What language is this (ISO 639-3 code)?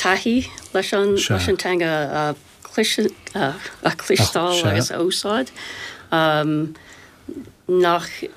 gle